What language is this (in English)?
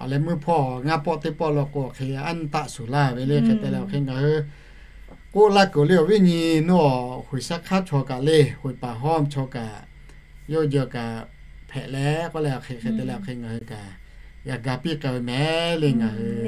Lahu